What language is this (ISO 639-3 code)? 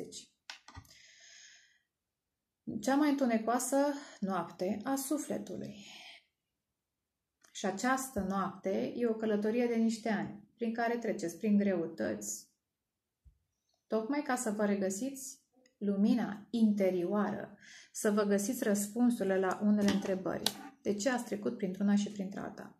ron